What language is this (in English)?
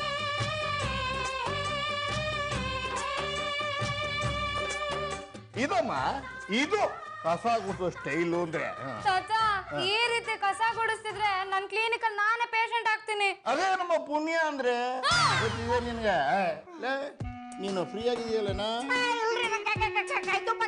Kannada